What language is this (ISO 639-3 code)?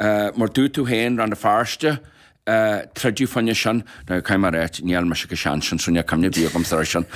gle